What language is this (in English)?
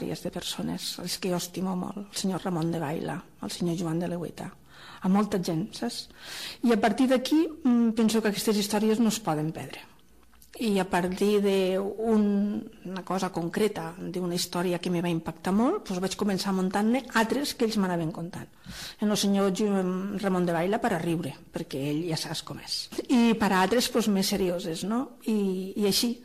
Catalan